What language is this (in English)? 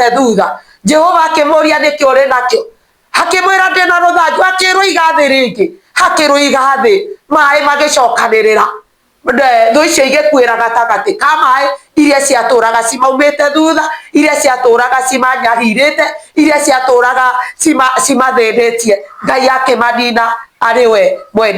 Kikuyu